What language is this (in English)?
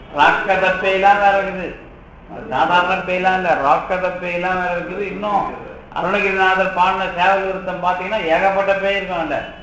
Tamil